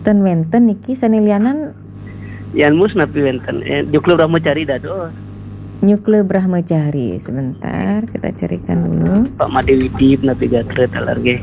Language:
Balinese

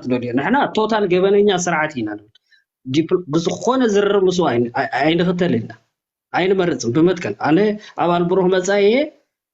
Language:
Tigrinya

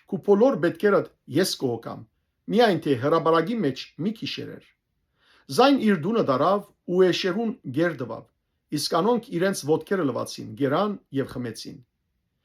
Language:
Western Armenian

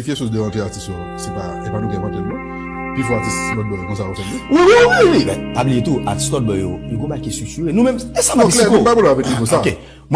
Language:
Haitian Creole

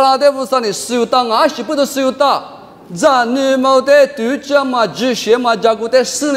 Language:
Lisu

